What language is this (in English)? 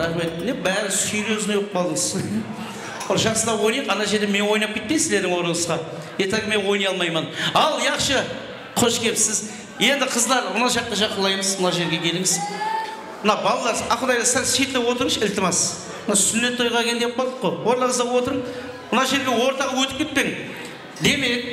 Kara-Kalpak